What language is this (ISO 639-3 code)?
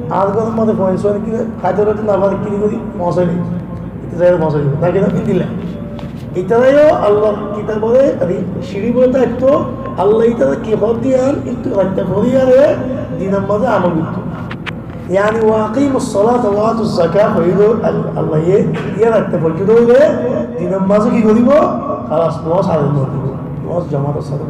rhg